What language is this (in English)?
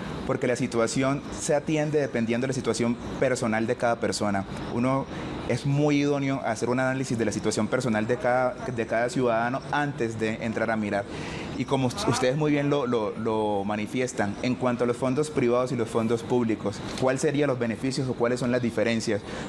Spanish